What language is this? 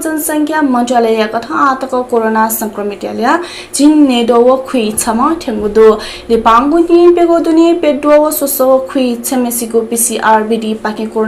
Newari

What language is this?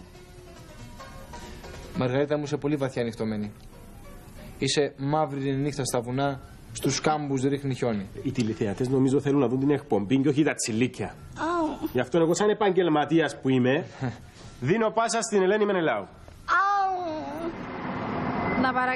Greek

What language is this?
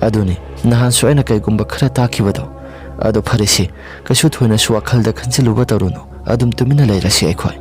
Manipuri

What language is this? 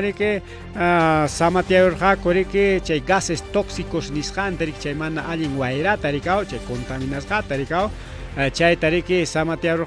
Ayacucho Quechua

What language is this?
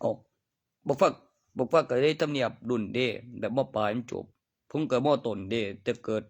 Northeastern Thai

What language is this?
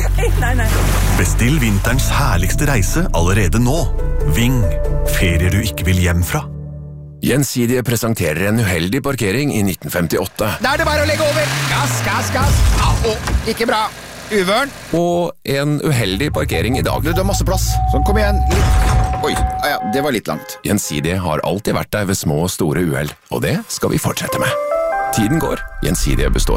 Norwegian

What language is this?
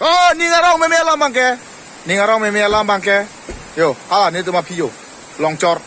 Karbi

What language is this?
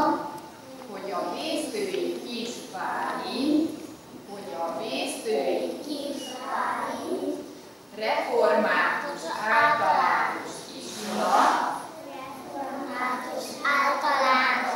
Hungarian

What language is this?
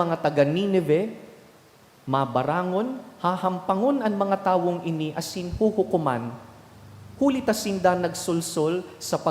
Bikol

